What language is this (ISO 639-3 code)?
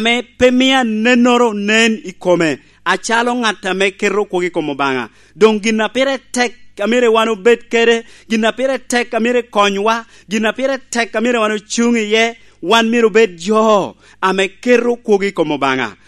laj